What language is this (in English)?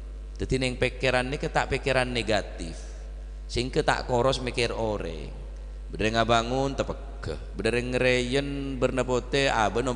Madurese